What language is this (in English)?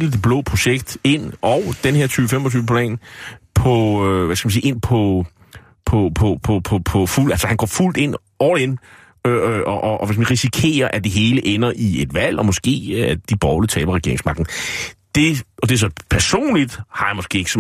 Danish